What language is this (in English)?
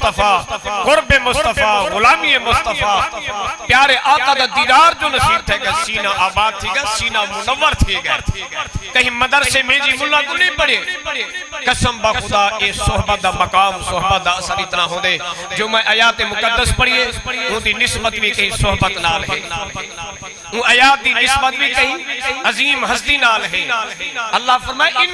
Saraiki